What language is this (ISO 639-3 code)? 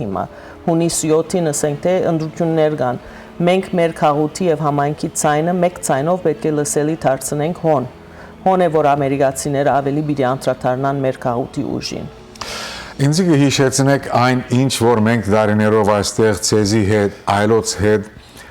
hyw